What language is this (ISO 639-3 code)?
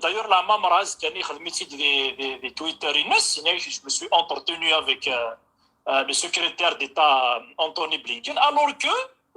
kab